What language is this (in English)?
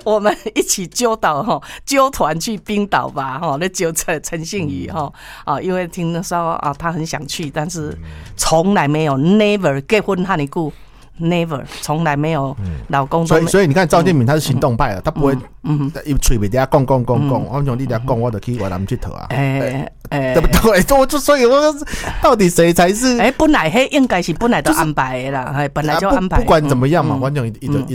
Chinese